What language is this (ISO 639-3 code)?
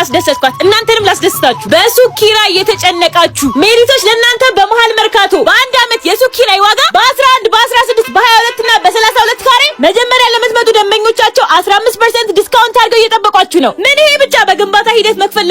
amh